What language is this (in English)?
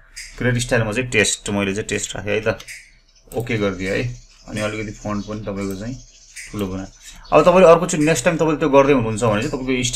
Nepali